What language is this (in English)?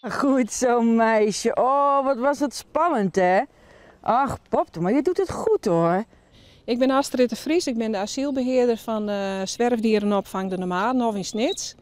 Western Frisian